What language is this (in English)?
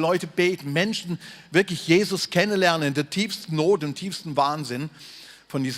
Swiss German